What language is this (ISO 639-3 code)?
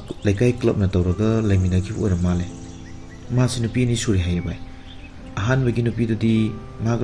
mni